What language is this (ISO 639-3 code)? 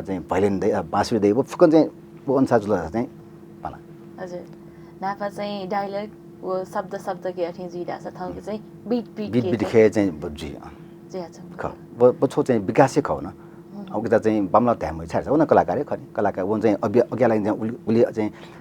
new